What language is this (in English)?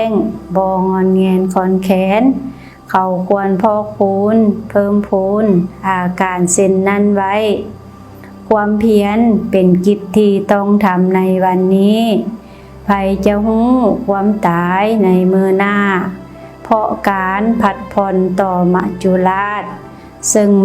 Lao